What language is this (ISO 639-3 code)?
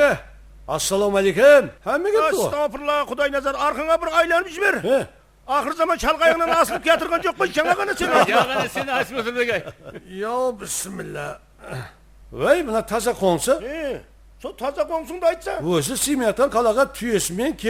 kaa